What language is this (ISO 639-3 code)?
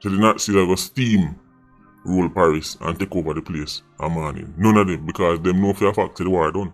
jam